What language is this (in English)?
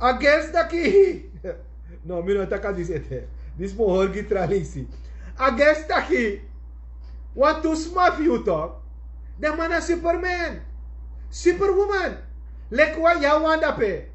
Sranan Tongo